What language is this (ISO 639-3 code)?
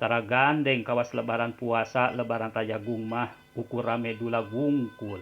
sun